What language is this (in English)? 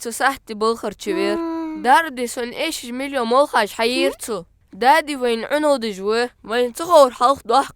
Ingush